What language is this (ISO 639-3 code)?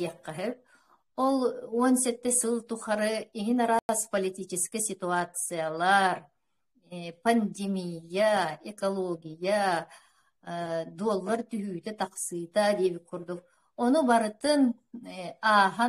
sah